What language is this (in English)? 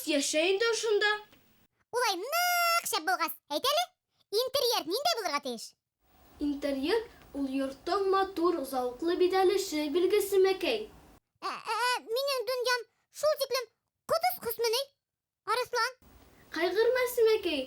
Bashkir